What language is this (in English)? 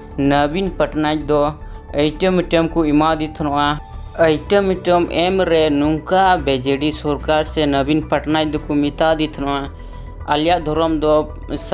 Santali